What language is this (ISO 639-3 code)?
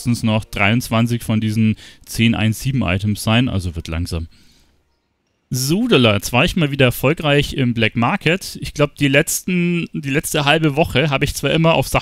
deu